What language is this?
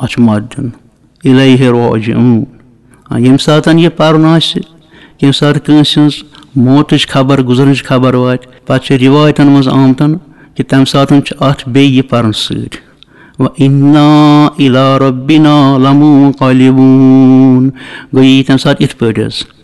Kashmiri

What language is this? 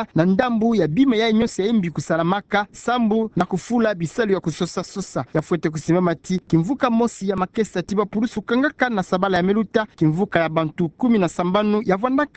Kituba (Democratic Republic of Congo)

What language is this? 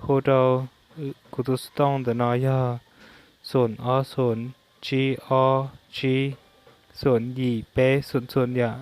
Hmong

